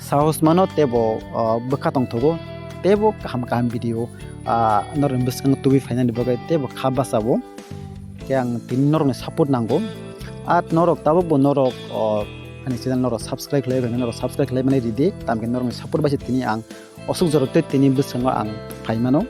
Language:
Kok Borok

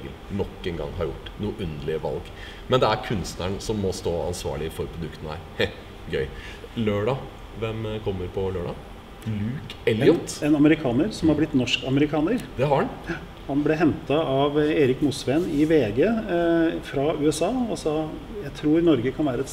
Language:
Norwegian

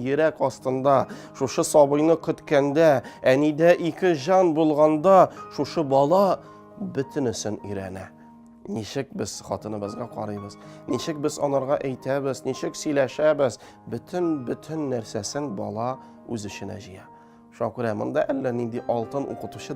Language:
Tatar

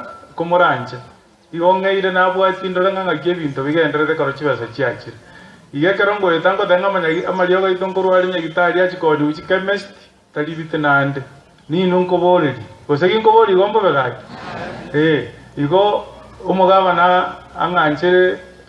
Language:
Gusii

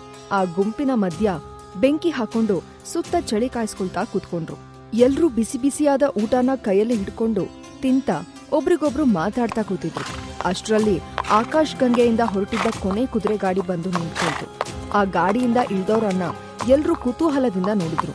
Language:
Kannada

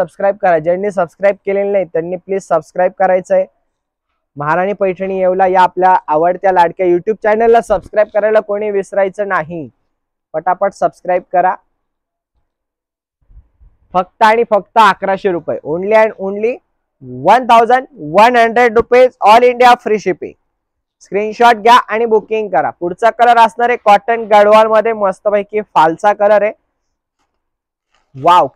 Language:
Marathi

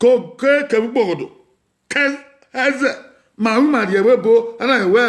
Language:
Bini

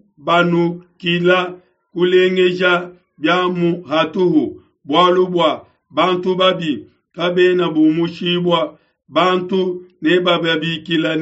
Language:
Luba-Lulua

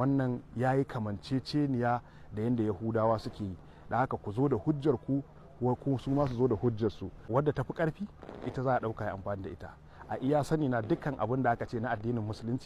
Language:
Hausa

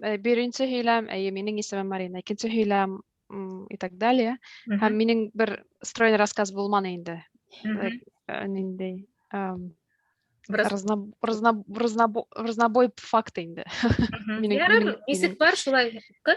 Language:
Bashkir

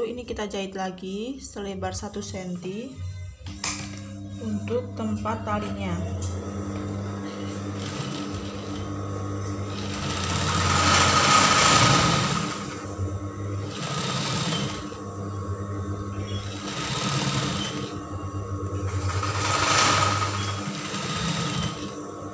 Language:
Indonesian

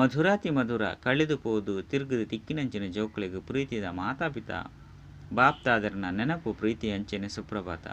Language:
Tulu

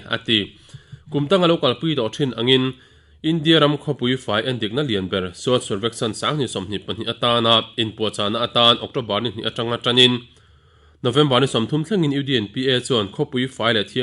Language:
Mizo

